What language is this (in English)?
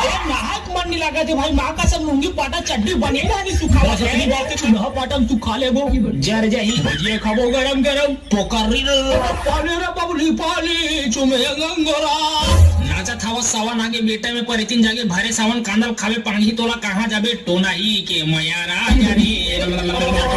Chhattisgarhi